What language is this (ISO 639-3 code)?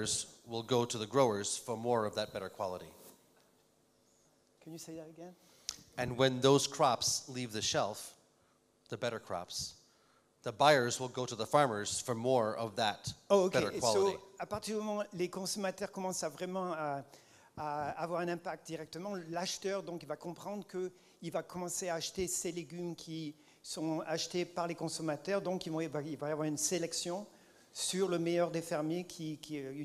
fra